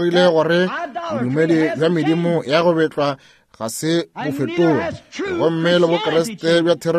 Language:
Northern Sotho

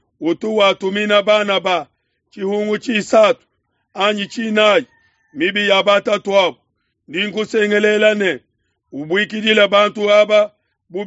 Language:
Luba-Lulua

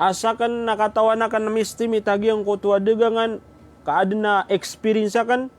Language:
Maranao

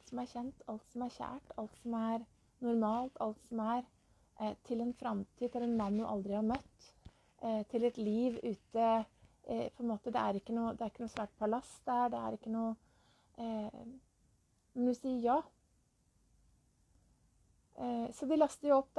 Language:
Norwegian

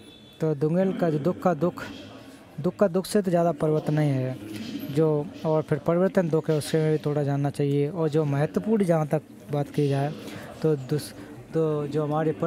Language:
Hindi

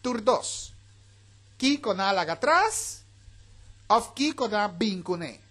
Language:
Papiamento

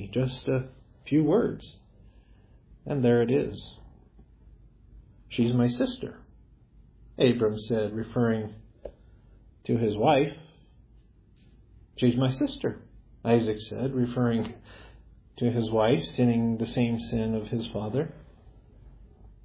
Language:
English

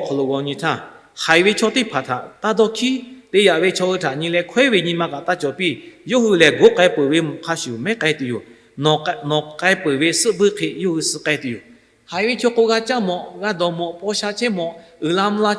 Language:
Lahu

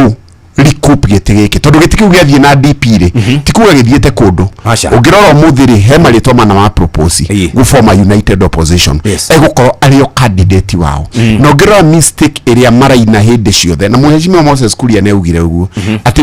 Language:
Kikuyu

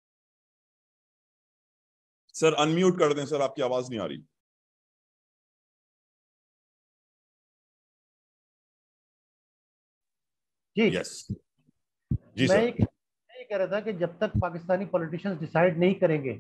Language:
Urdu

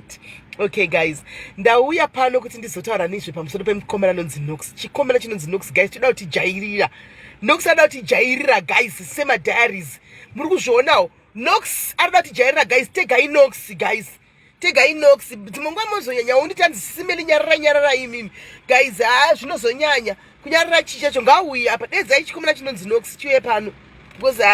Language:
Shona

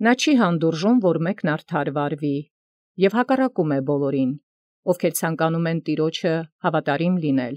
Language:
Armenian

